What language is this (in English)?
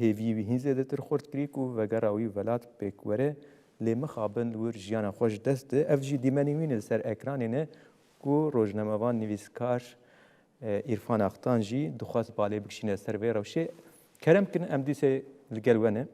Kurdish